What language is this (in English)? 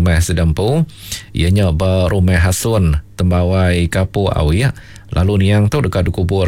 Iban